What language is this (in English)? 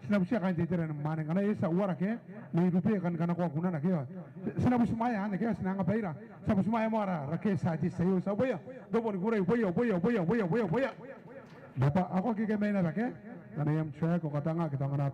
Gilbertese